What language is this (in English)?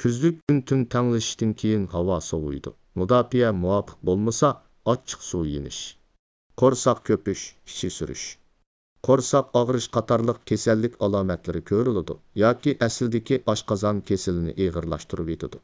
Uyghur